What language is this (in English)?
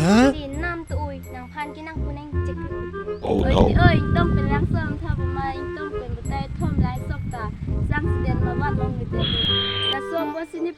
Karbi